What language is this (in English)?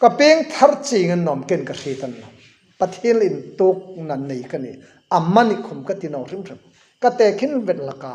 Hmar